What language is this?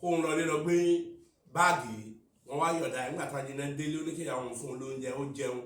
Yoruba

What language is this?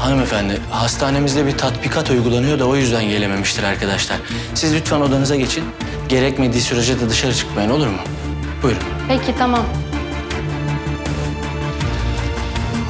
Turkish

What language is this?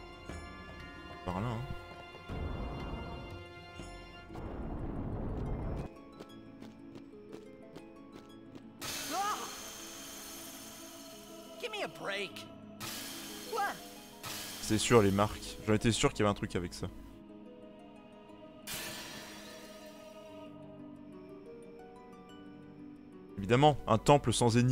French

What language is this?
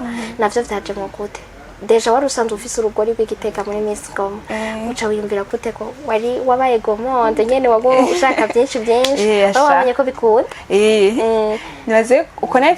Rundi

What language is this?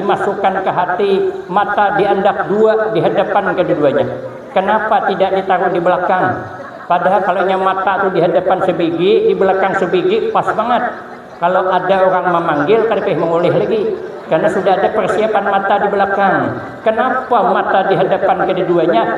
Banjar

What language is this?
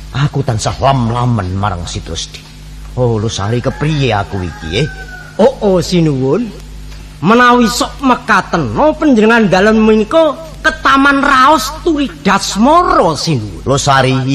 Javanese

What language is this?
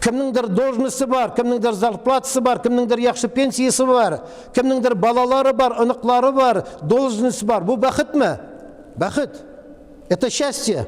Tatar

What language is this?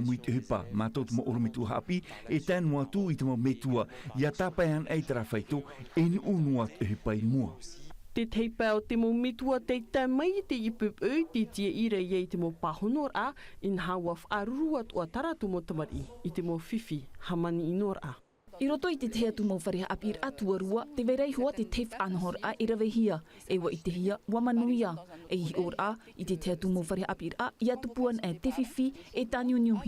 Tahitian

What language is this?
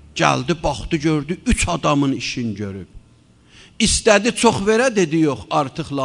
Azerbaijani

